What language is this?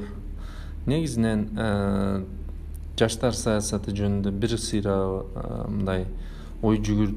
Kyrgyz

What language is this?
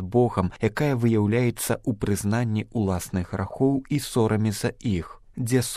Belarusian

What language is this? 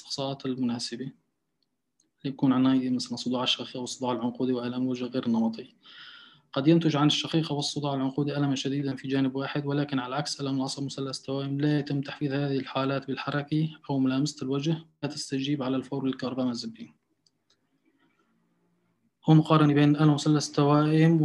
Arabic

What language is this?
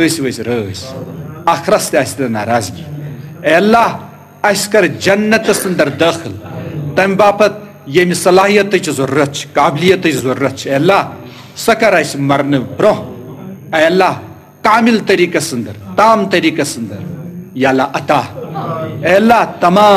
Kashmiri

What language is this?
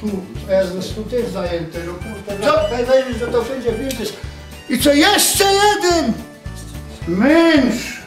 Silesian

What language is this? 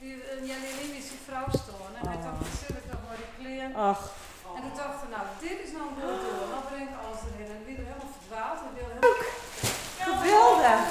Western Frisian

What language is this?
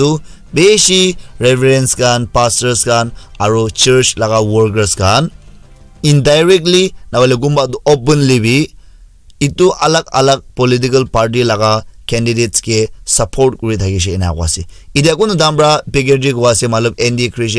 Naga Pidgin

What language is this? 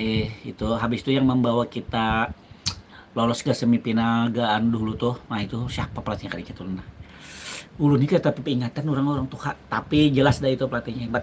Banjar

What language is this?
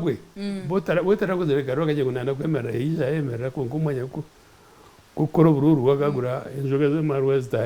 Nyankole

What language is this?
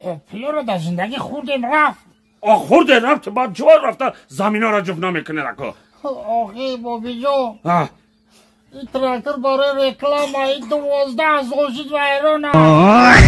Tajik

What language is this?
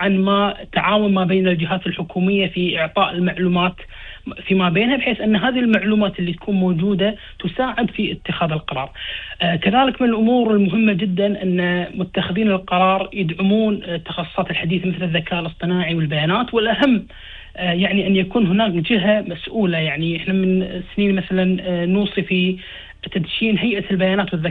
Gulf Arabic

